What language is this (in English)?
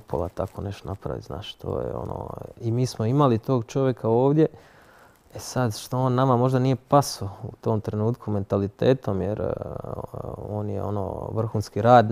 Croatian